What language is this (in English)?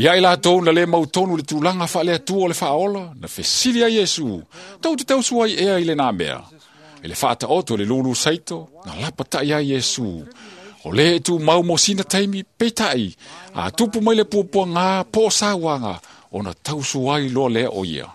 Samoan